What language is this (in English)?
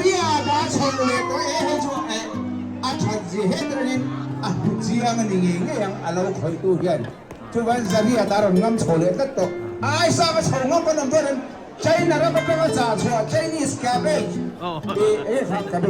Mizo